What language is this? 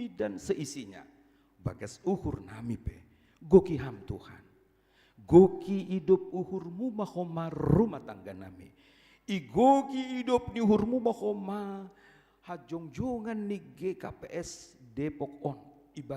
Batak Simalungun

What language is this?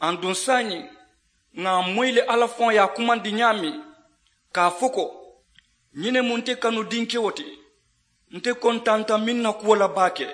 Mandingo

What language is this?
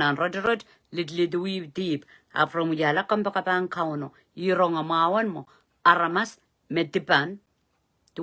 Pohnpeian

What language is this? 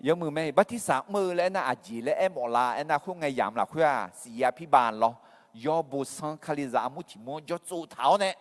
Akha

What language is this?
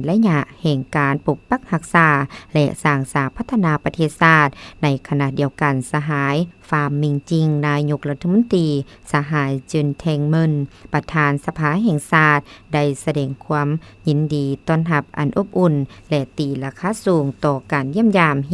Lao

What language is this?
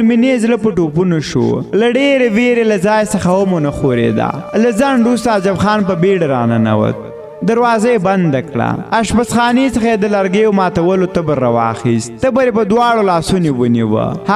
Pashto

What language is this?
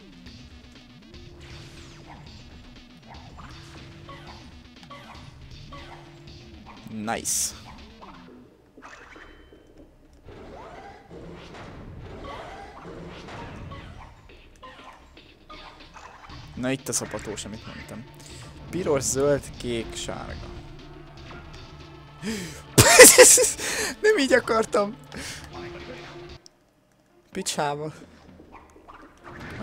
Hungarian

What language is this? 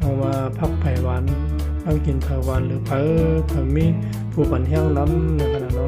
Shan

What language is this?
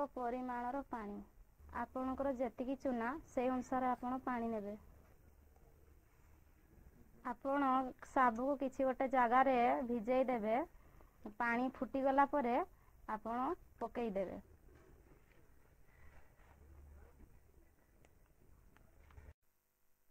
Odia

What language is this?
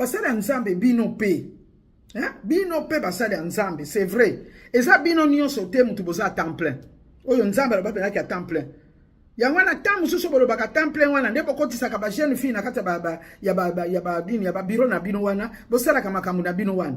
Lingala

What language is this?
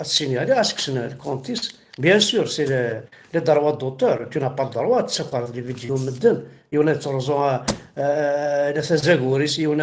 Kabyle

